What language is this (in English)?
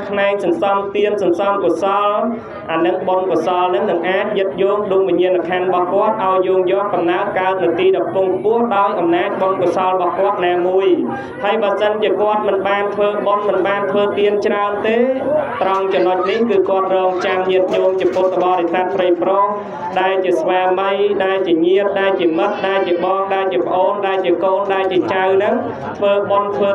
Khmer